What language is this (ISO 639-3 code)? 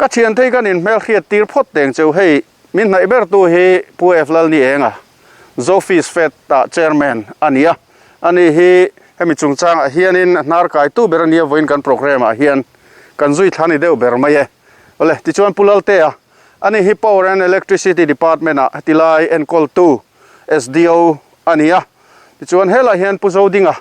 lus